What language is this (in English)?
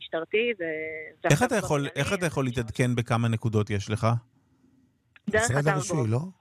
Hebrew